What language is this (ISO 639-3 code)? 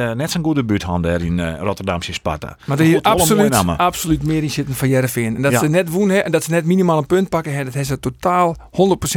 fry